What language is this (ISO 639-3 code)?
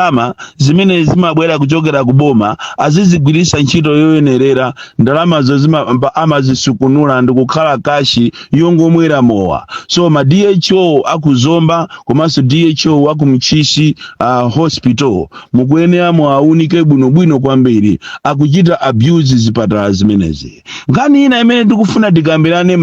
nya